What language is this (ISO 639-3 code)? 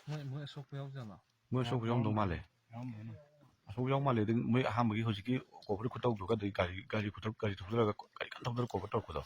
mni